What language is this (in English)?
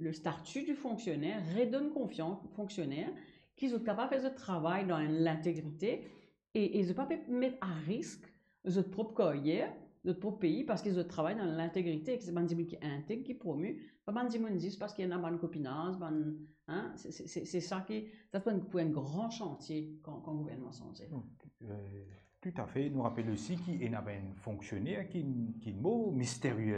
Morisyen